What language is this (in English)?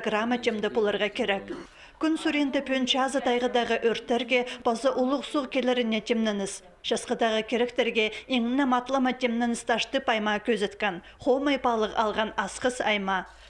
Khakas